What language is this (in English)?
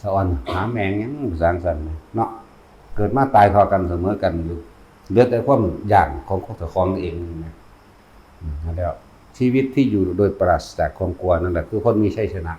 Northeastern Thai